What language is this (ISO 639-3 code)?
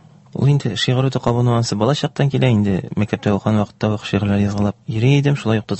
tat